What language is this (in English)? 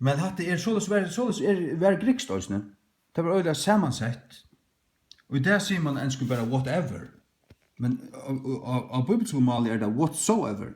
Faroese